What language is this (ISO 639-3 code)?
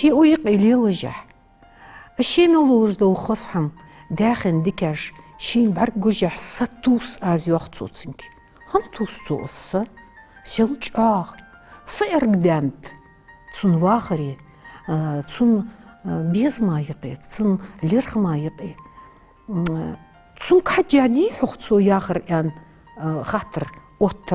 inh